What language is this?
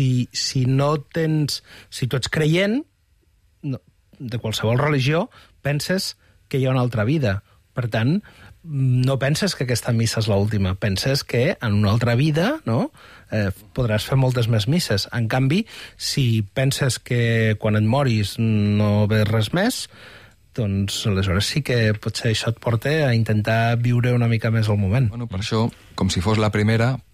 Catalan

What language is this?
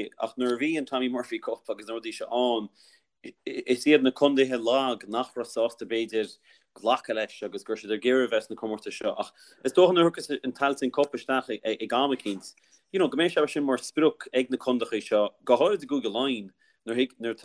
Irish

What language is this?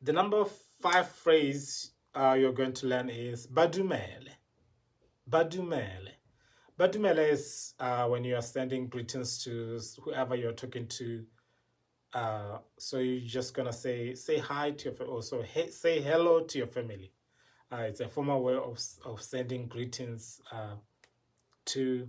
Tswana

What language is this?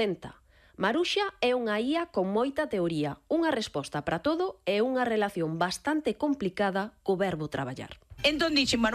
Galician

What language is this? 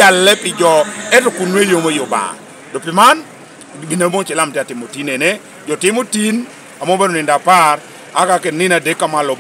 Lango (Uganda)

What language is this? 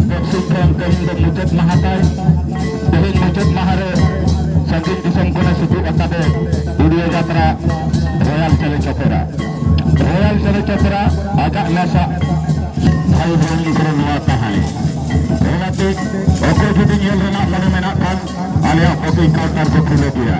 Santali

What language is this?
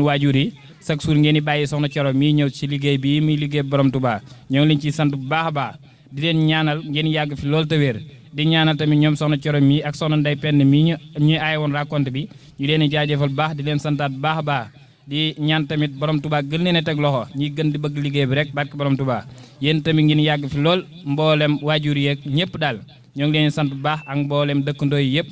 Wolof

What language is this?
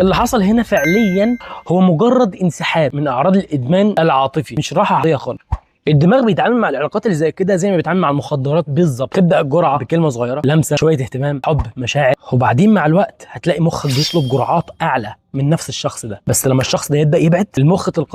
Egyptian Arabic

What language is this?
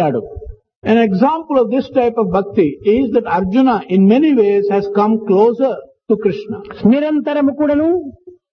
Telugu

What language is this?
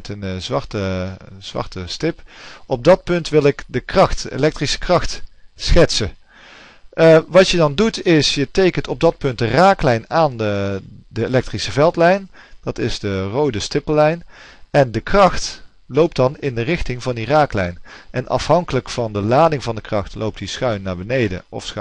Dutch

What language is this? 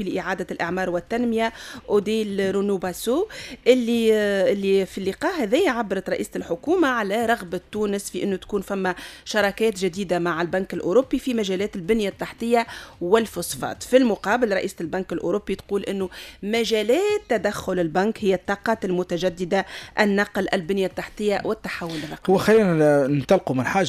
Tunisian Arabic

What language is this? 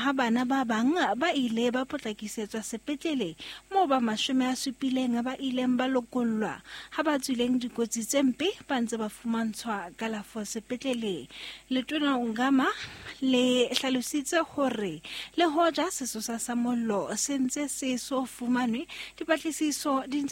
Southern Sotho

